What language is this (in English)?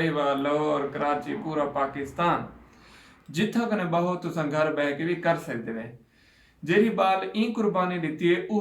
Saraiki